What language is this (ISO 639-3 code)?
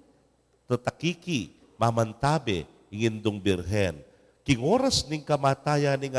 pam